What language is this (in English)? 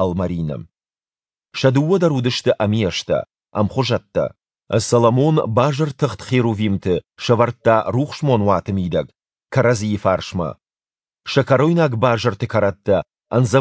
Ossetic